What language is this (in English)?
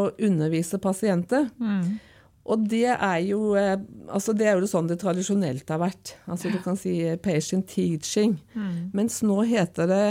Norwegian